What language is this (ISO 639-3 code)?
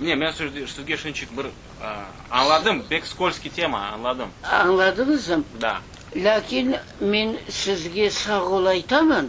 crh